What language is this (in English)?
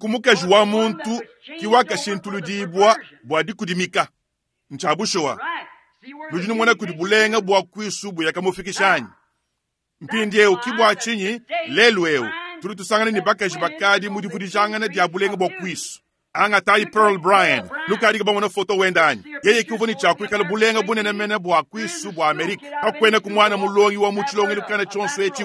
Luba-Lulua